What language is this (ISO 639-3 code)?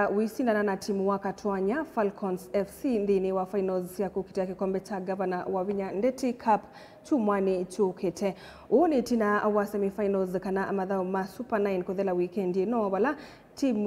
kam